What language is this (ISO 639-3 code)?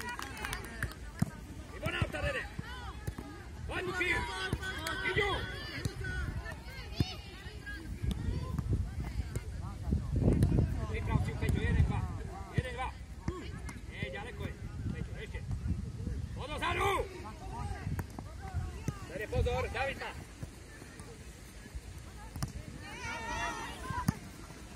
slk